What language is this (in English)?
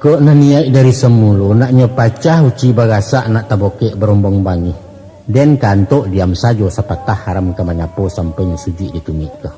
Minangkabau